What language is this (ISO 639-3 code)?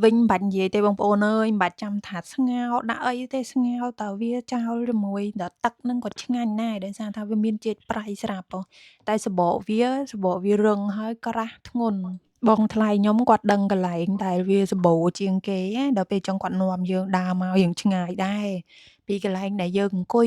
khm